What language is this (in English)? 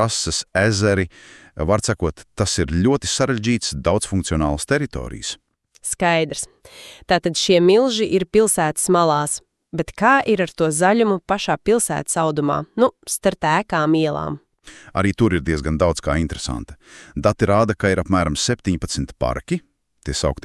Latvian